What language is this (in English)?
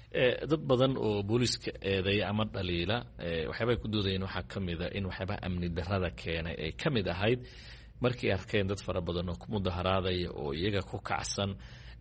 Somali